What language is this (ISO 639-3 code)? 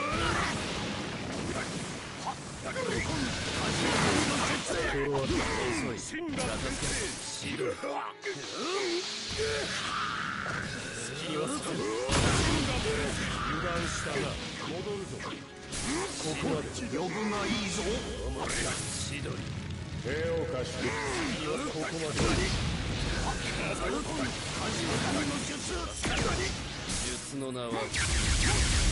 jpn